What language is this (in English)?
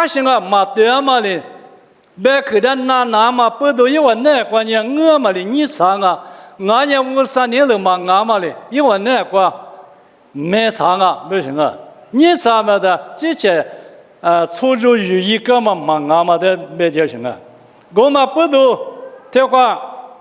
Lisu